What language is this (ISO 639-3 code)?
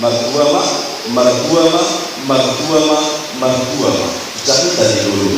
bbc